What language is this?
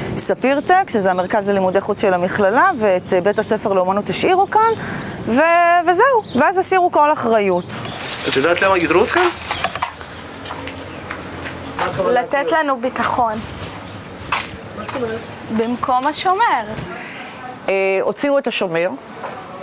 Hebrew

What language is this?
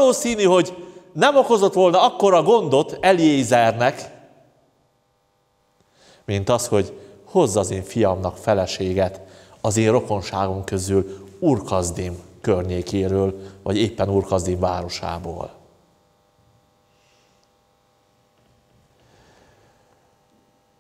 Hungarian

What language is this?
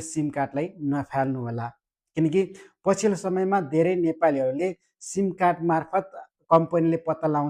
Nepali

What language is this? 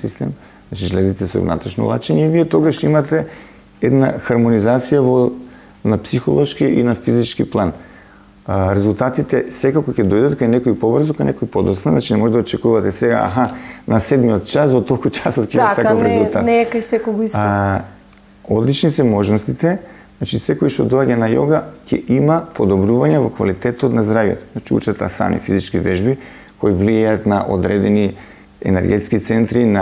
Macedonian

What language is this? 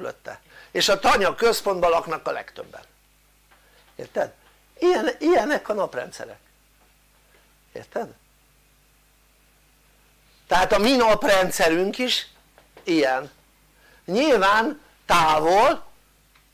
Hungarian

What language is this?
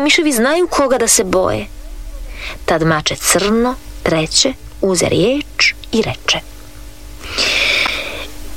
Croatian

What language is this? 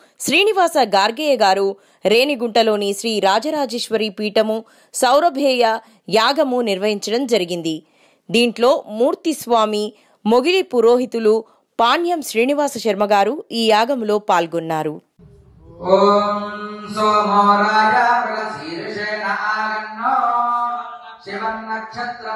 Telugu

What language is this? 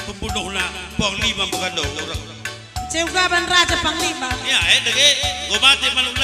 Batak Karo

